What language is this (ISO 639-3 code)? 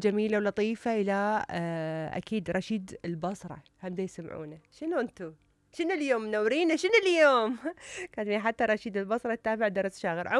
acm